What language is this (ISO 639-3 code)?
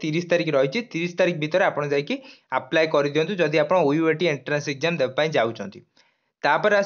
ori